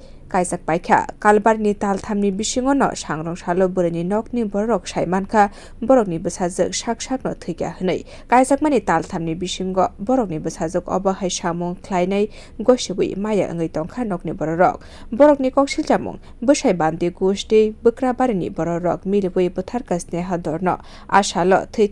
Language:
Kok Borok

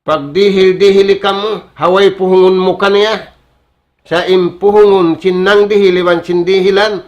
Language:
Tausug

